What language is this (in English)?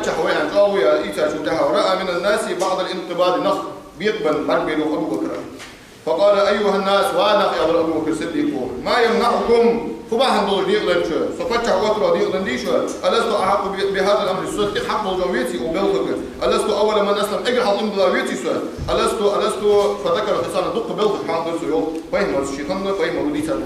Ingush